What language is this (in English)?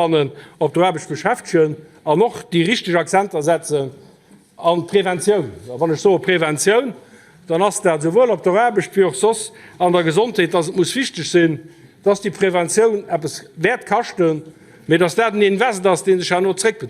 Luxembourgish